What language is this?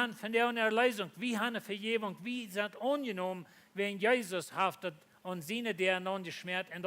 Plautdietsch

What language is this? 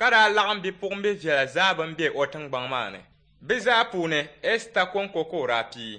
Dagbani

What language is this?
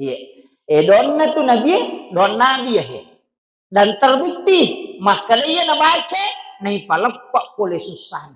Buginese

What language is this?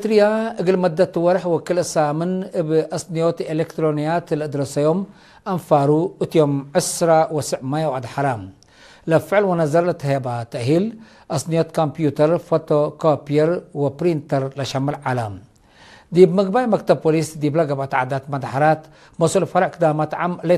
Tigre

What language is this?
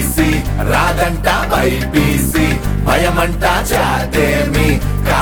Telugu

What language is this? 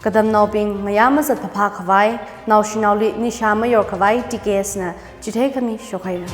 Tangkhul Naga (India)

